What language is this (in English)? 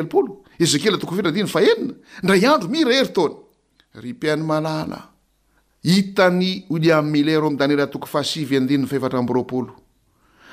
Malagasy